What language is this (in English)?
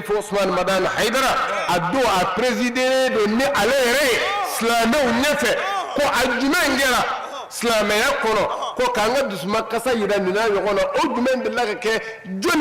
Bambara